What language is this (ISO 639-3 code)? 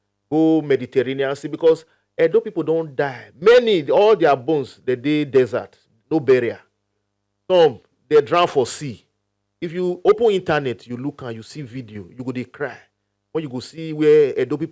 pcm